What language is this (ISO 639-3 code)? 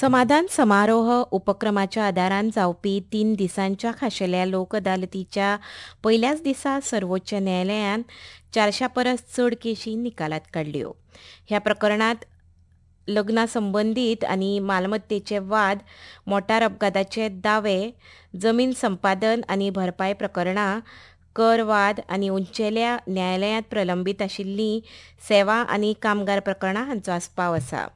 kok